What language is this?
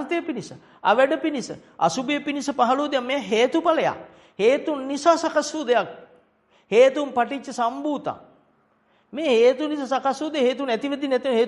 Sinhala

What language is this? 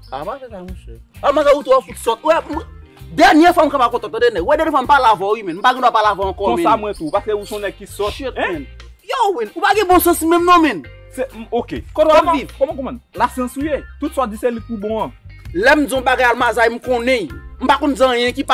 Haitian Creole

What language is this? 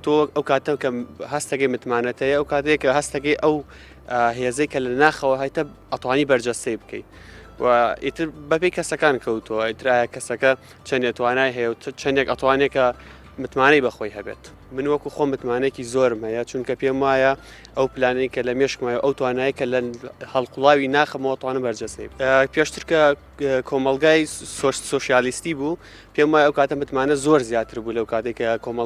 Central Kurdish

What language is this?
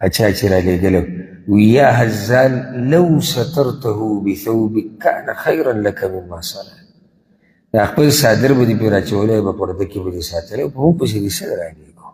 Pashto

